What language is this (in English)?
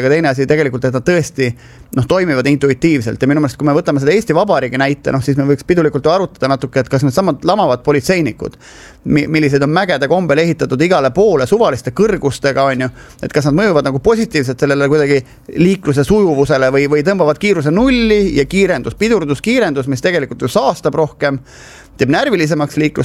Estonian